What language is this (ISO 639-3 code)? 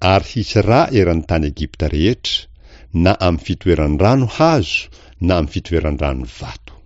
mlg